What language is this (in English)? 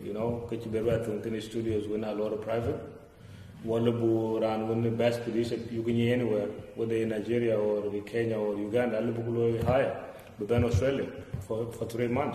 Dinka